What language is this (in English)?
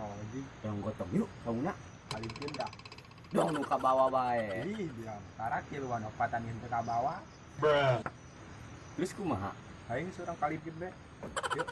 Sundanese